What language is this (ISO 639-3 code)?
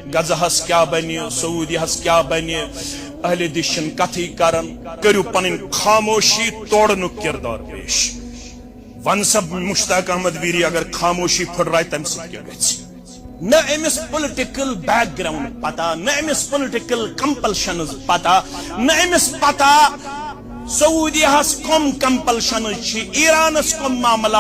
kas